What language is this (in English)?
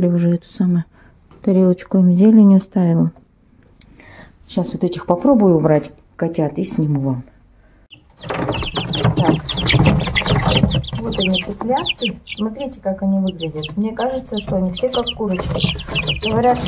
Russian